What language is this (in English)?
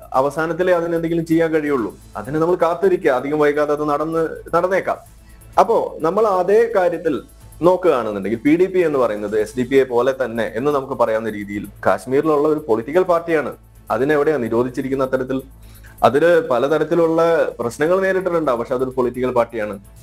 Malayalam